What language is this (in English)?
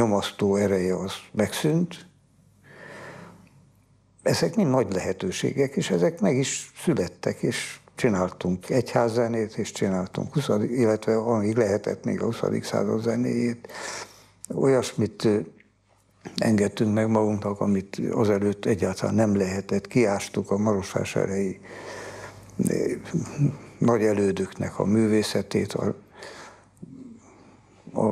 Hungarian